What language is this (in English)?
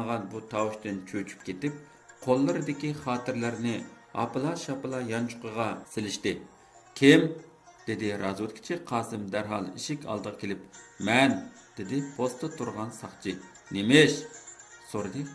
Uyghur